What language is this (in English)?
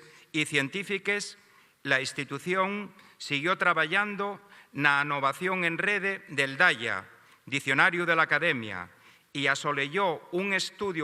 Asturian